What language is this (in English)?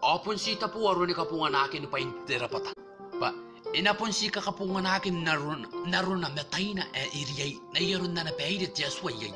Gilbertese